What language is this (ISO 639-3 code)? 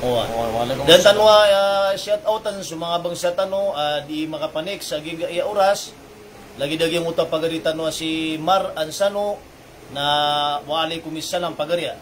mrw